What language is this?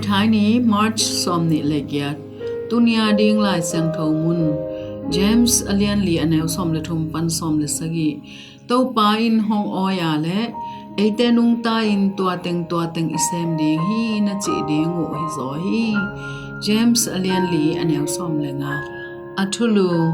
Tedim Chin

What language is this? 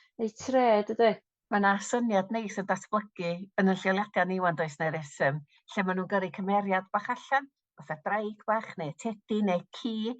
Welsh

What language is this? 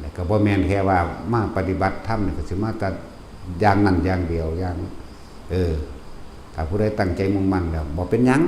Lao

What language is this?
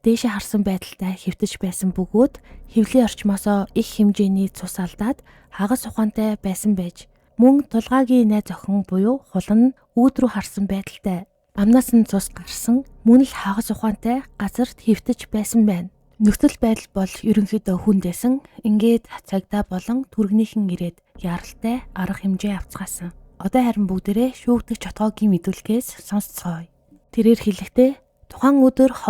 Mongolian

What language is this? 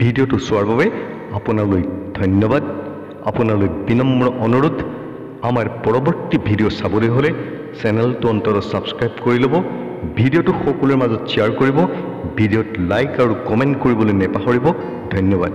Assamese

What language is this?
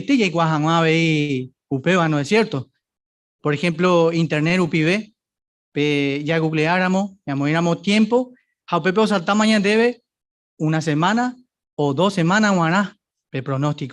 Guarani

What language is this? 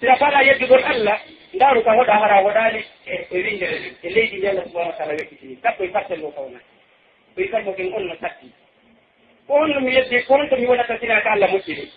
Pular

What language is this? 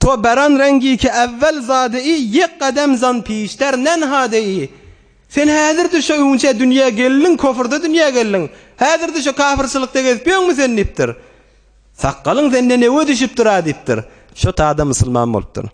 Turkmen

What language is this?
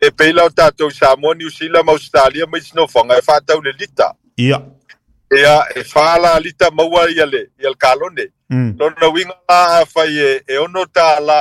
Samoan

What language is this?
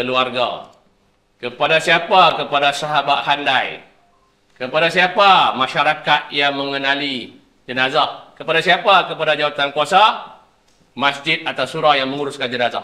Malay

